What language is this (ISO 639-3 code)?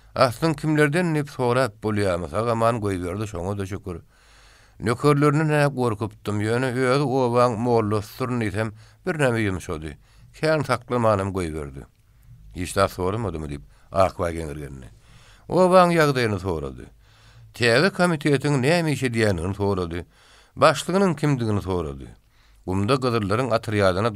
tuk